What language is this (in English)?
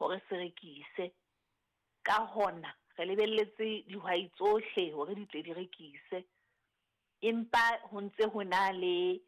Southern Sotho